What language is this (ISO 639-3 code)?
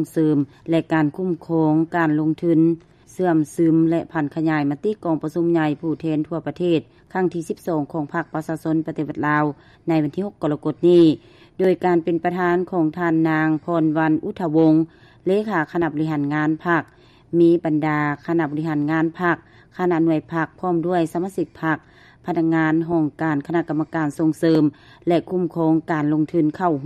lao